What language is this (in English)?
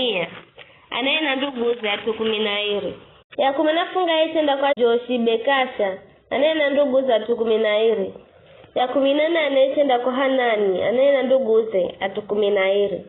Giryama